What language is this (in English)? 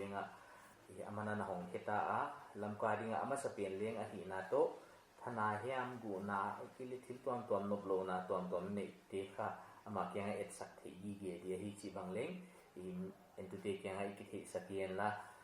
Paite Chin